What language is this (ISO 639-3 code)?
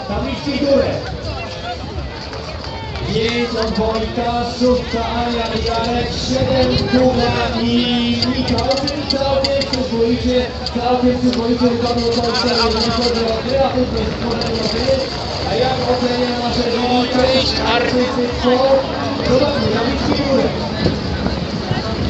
pol